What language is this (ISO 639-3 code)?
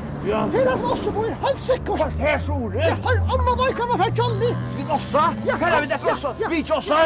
fao